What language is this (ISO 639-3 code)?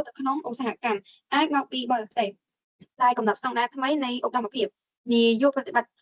khm